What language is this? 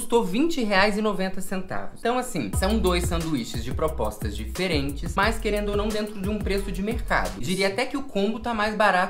Portuguese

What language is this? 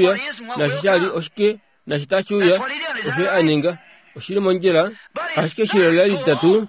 Kuanyama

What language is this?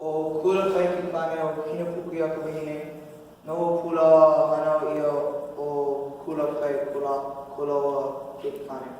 Hawaiian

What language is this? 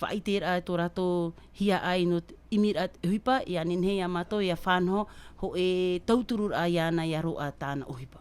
Tahitian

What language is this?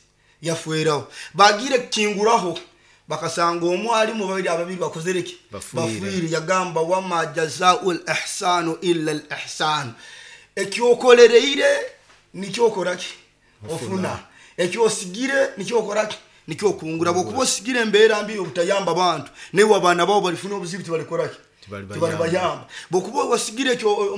Nyoro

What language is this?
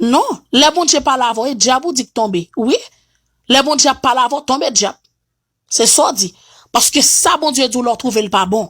Haitian Creole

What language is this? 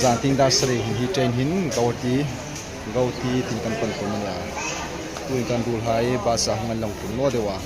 Hmar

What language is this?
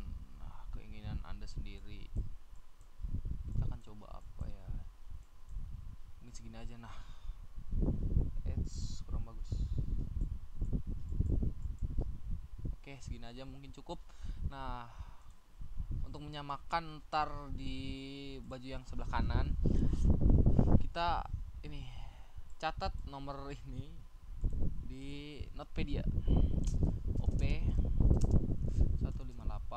Indonesian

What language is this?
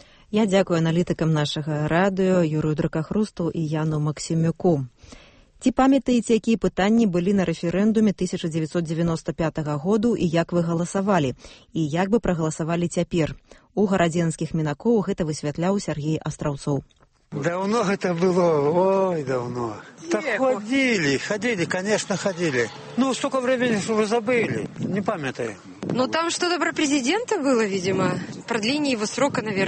Belarusian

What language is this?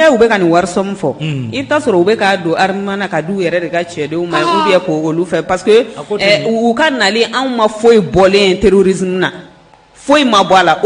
Bambara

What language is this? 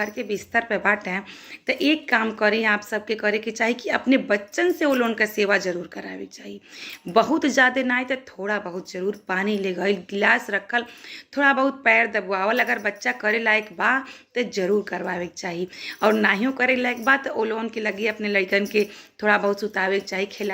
Bhojpuri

